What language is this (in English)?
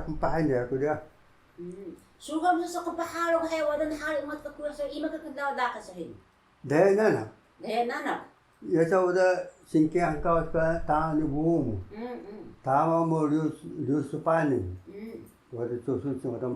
Taroko